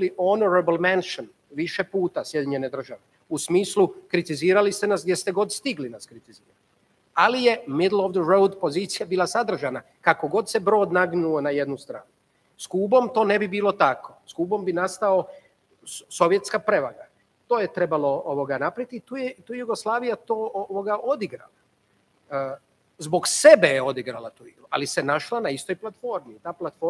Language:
Croatian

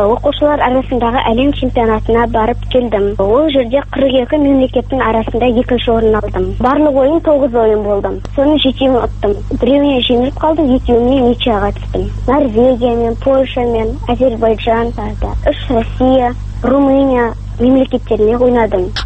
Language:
Kazakh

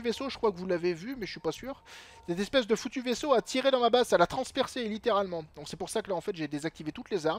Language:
French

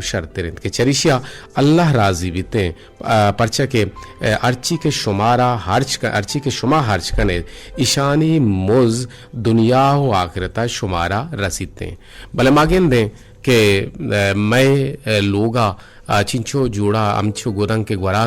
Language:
Eastern Balochi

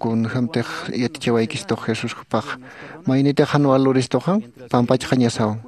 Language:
Aymara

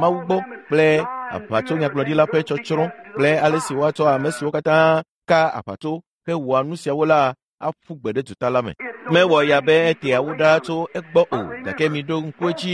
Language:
Ewe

